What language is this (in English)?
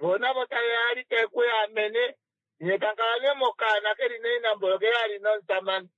Kuanyama